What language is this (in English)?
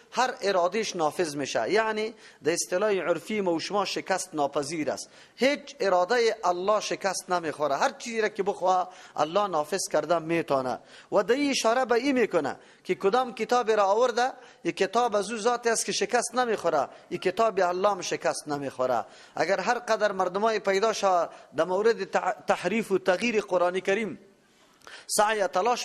Persian